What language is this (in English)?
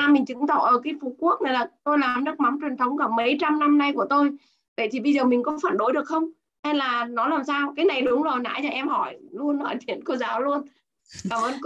Vietnamese